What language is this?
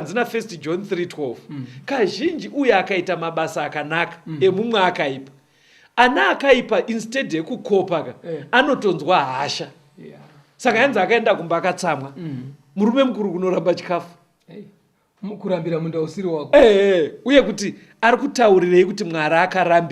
Shona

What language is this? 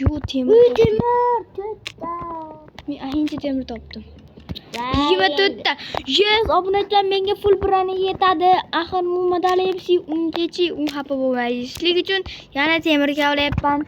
Uzbek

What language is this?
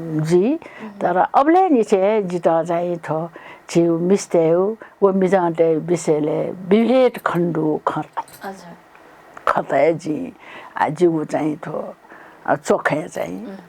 Newari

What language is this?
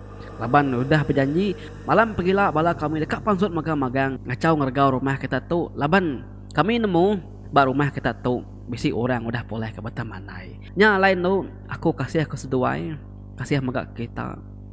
Iban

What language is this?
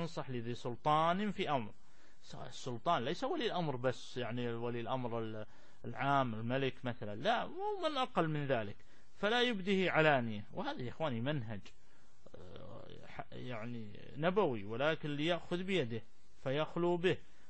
Arabic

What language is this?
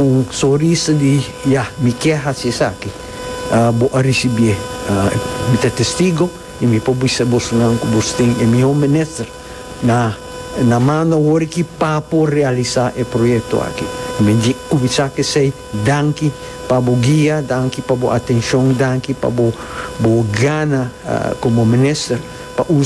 Papiamento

